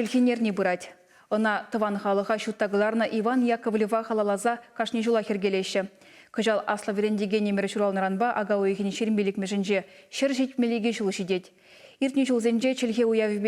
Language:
Chuvash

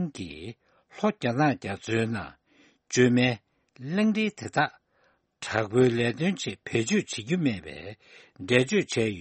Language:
Tibetan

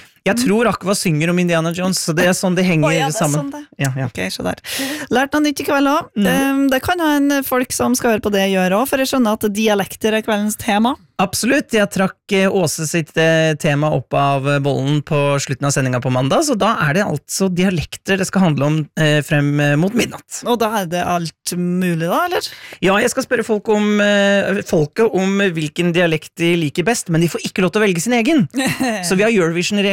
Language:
Norwegian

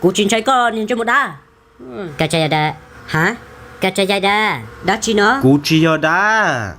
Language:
Hmong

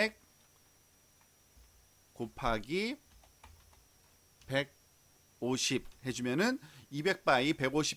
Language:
Korean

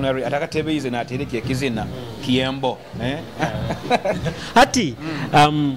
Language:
Nyoro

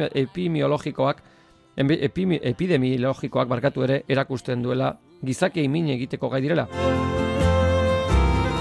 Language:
Basque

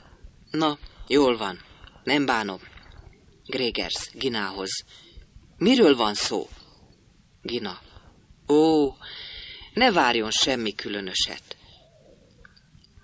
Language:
Hungarian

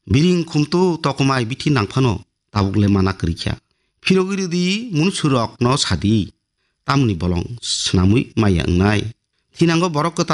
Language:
Kok Borok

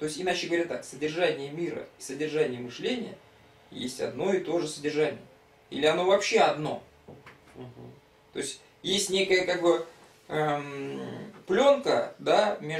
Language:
Russian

